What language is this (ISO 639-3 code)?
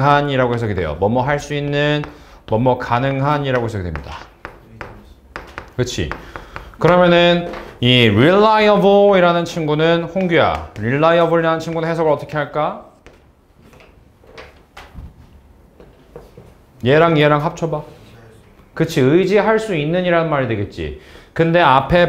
kor